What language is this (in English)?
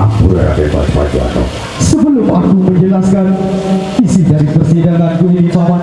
Sasak